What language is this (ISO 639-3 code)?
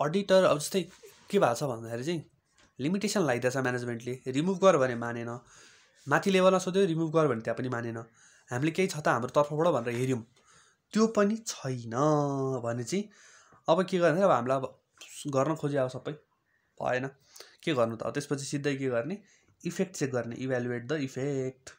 nep